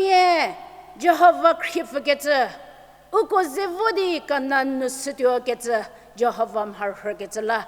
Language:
Angami Naga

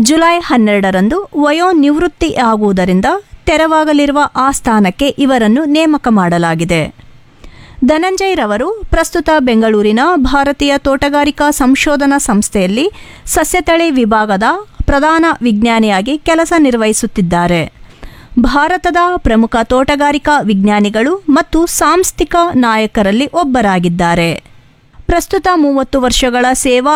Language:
Kannada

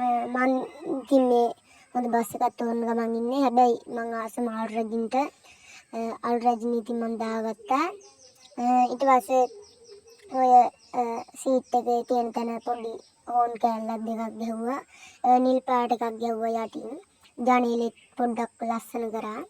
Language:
Sinhala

